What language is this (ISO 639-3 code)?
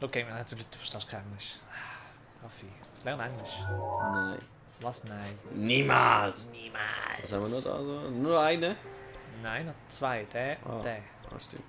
gsw